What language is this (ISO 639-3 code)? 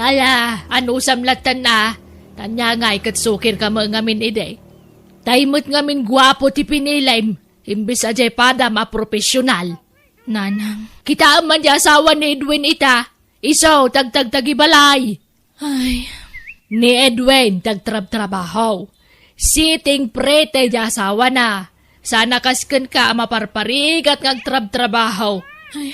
ilo